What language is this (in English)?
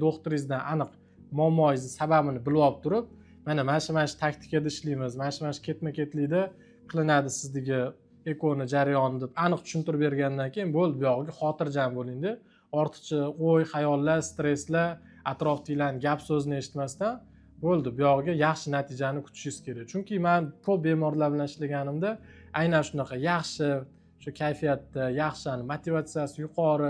Uzbek